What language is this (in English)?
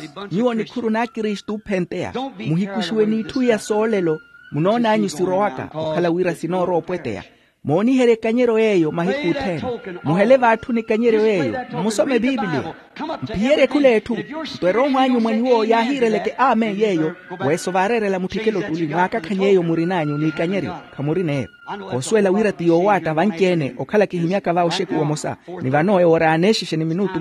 Makhuwa